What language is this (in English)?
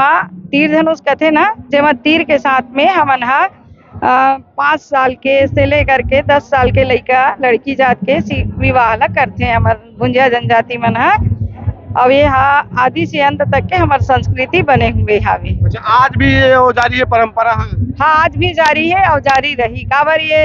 Chhattisgarhi